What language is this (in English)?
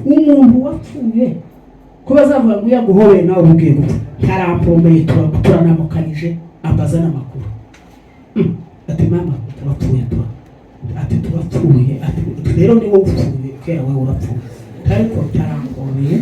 Kinyarwanda